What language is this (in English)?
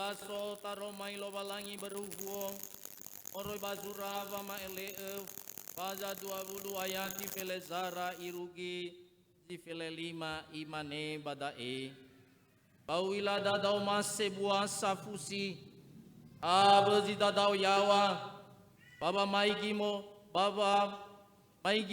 Nias